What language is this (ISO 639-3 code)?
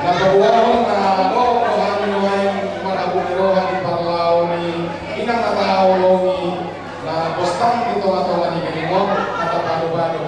bbc